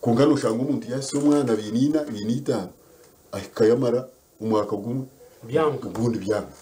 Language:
Nyankole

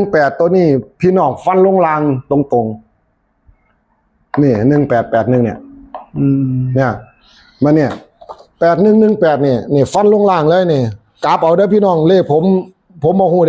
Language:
Northeastern Thai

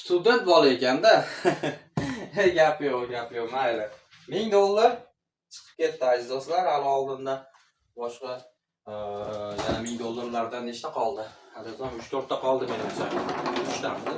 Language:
Uzbek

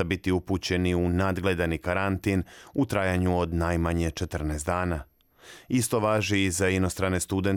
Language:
Serbian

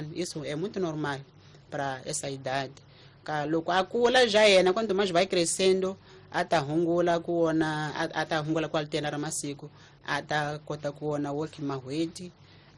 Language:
Tsonga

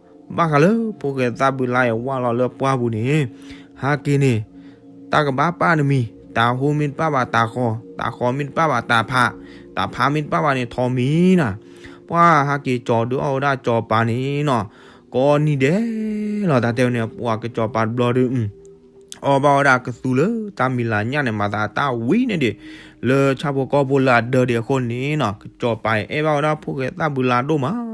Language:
S'gaw Karen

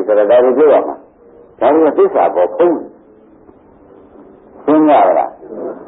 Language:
Burmese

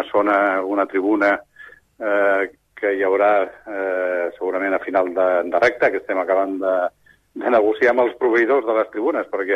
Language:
Catalan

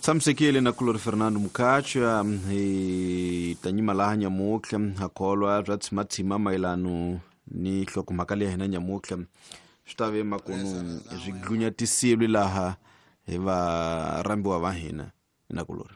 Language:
Tsonga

